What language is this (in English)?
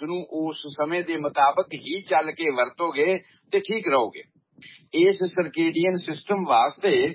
Punjabi